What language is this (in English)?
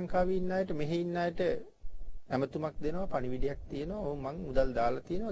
Sinhala